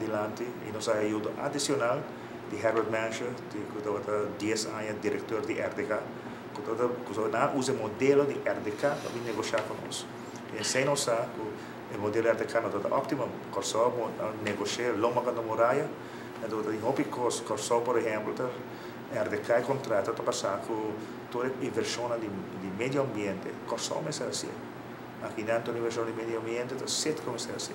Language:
Papiamento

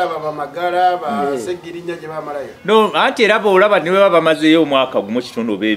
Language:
Ganda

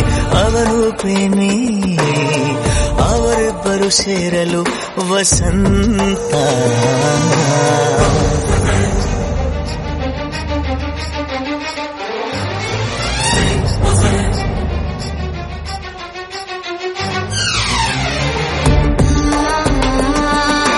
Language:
Kannada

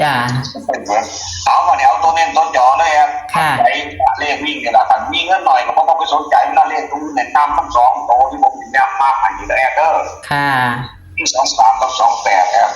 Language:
Northeastern Thai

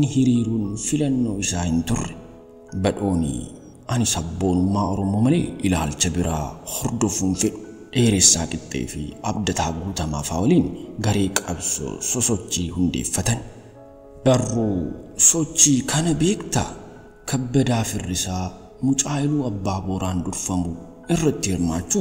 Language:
Oromo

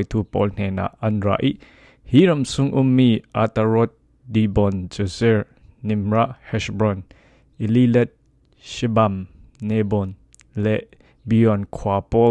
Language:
Falam Chin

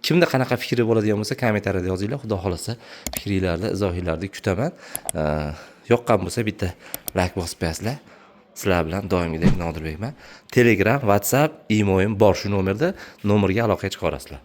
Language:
Uzbek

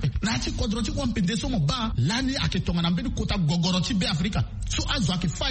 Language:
Sango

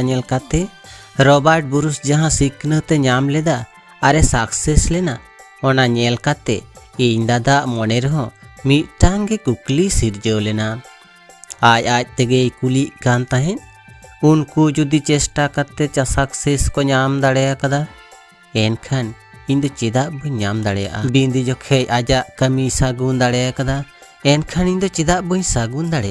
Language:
Santali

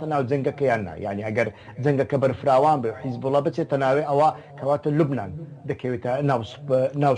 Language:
Central Kurdish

